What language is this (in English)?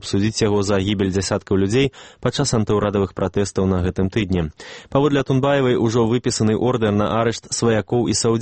Belarusian